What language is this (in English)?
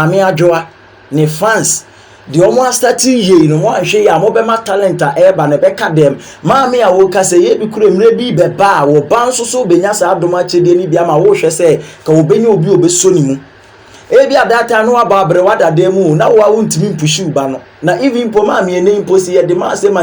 Akan